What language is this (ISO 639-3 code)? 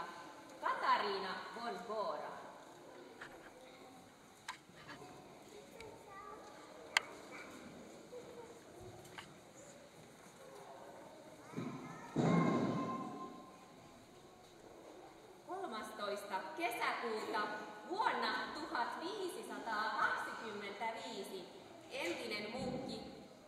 fin